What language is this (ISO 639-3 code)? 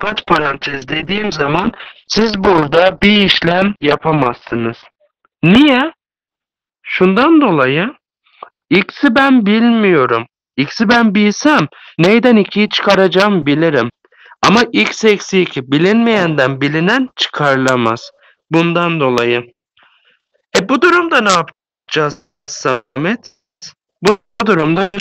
tur